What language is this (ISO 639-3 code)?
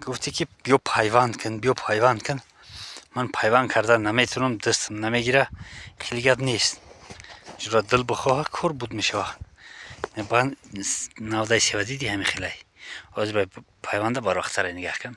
tgk